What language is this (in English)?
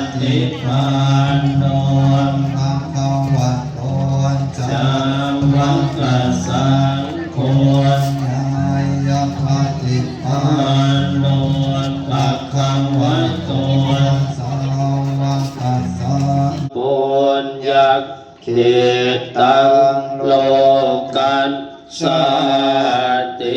Pali